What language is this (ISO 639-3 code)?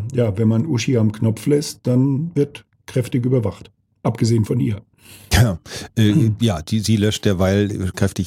deu